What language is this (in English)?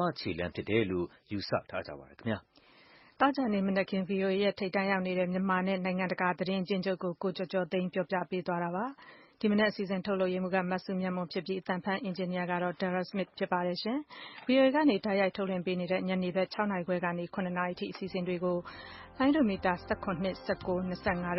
Burmese